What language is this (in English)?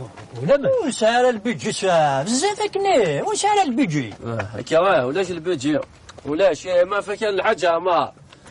Kabyle